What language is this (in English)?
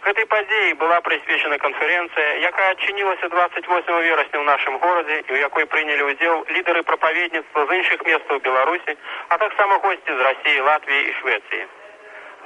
Belarusian